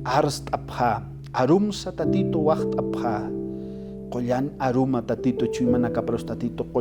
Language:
Aymara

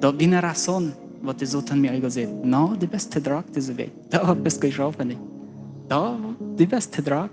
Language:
Plautdietsch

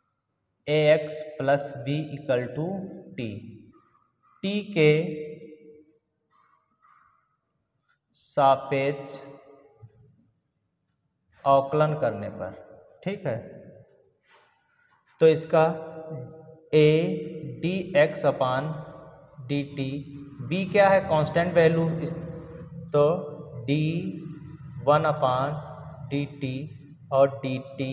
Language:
Hindi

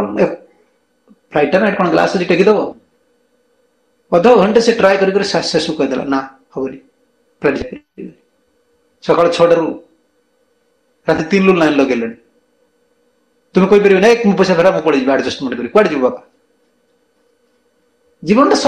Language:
Odia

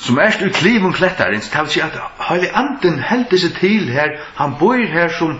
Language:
Faroese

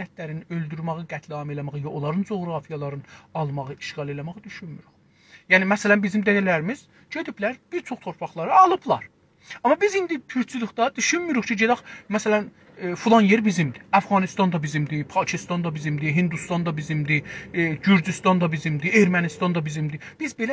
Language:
South Azerbaijani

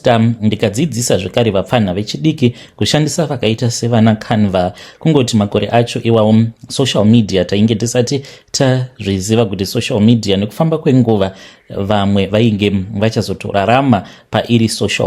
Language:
Shona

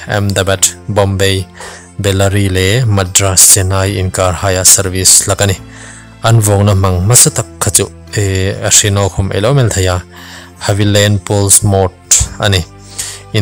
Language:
Hmar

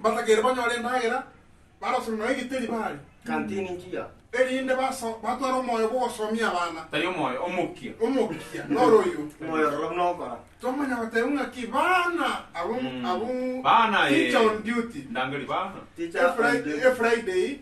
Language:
Gusii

